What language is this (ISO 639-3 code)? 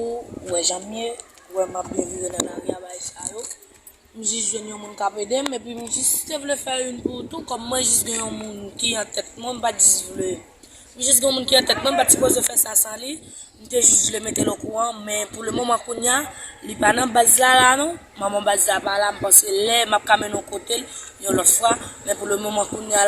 hat